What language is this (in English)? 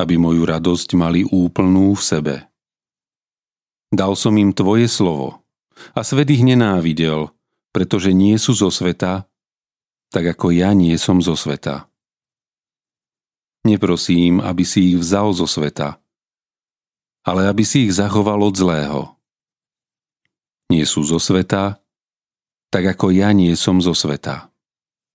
Slovak